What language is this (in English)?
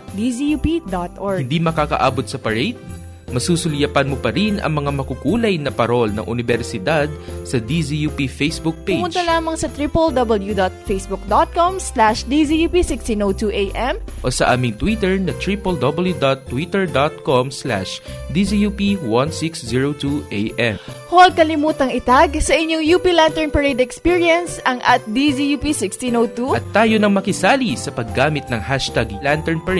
Filipino